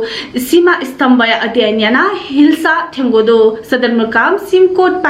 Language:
Newari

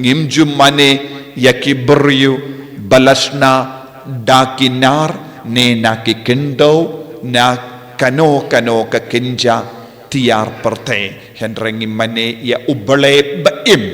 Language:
Khasi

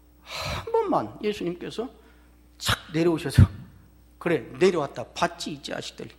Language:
Korean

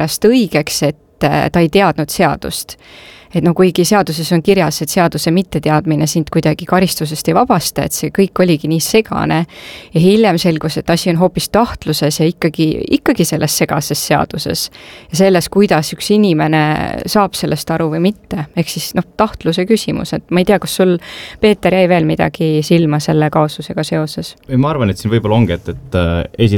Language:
Estonian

